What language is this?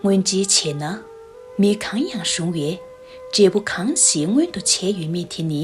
Tibetan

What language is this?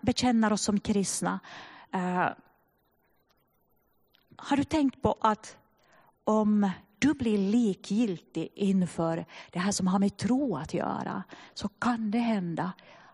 Swedish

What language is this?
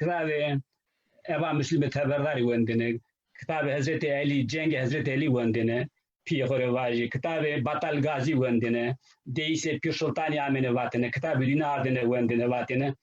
Zaza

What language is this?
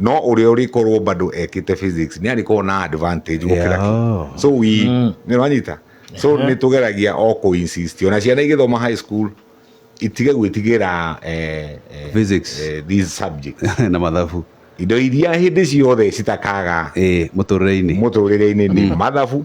Kikuyu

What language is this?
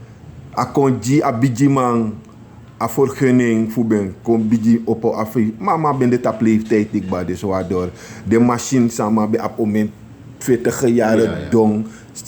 Sranan Tongo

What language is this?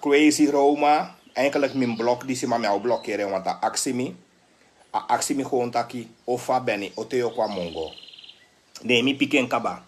Sranan Tongo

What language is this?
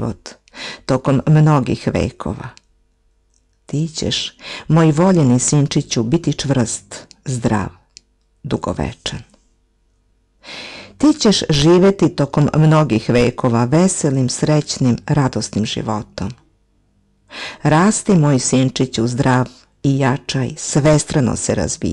Serbian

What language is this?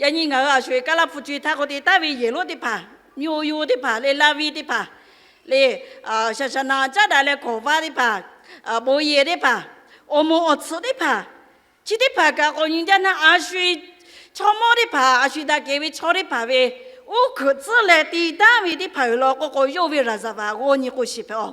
Lahu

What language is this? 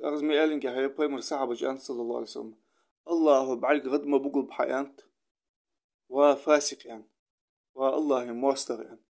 Ingush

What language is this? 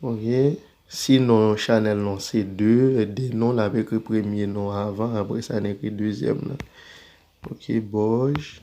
Haitian Creole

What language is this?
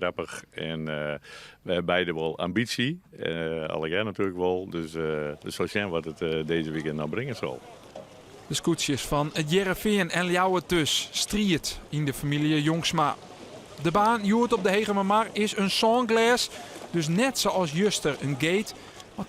Western Frisian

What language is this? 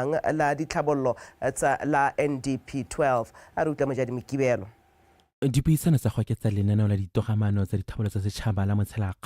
Tswana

